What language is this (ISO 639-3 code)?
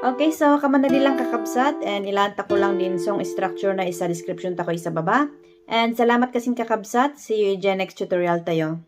kne